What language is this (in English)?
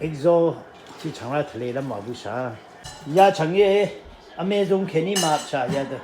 Rawang